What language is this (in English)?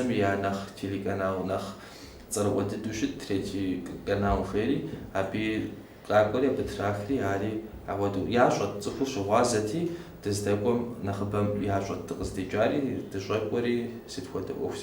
Kabardian